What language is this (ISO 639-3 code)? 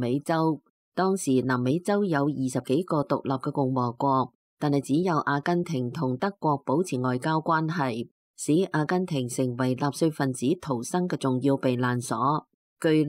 yue